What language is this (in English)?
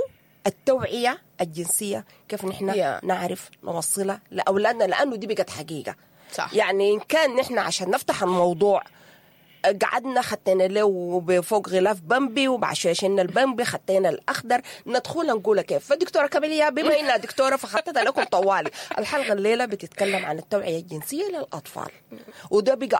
Sudanese Arabic